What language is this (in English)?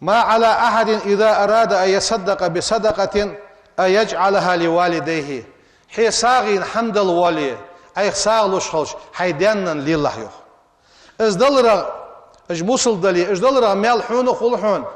Ingush